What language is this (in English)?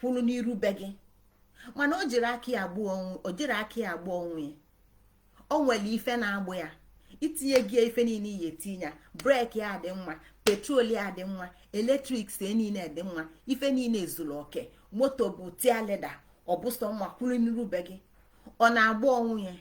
Igbo